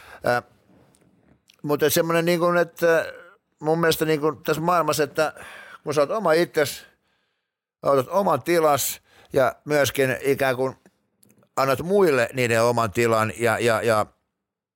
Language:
Finnish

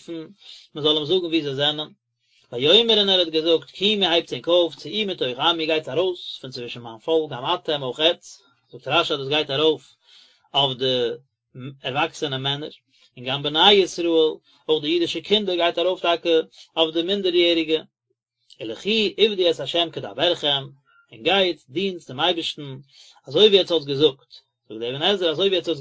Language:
Yiddish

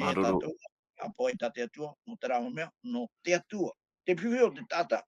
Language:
Tahitian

